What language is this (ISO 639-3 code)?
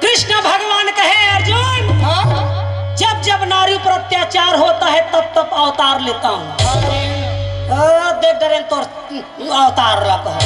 hne